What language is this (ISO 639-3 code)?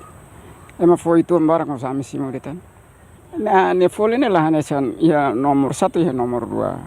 tet